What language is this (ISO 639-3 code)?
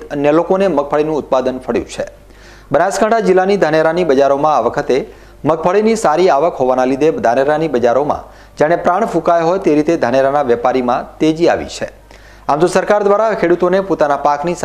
guj